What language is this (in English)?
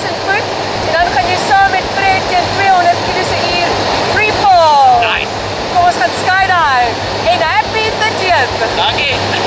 Afrikaans